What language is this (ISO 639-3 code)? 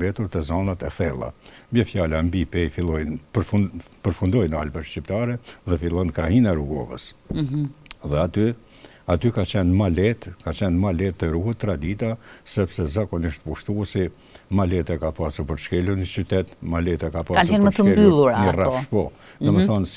sqi